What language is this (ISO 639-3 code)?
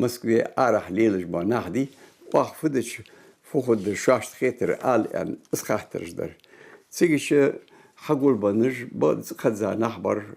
inh